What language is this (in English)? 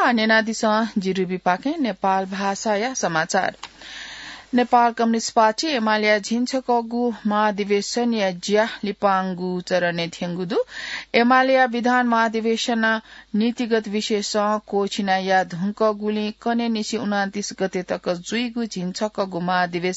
Newari